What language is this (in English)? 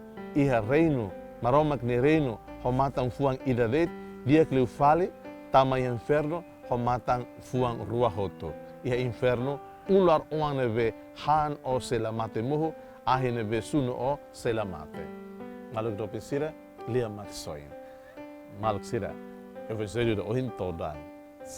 Tetum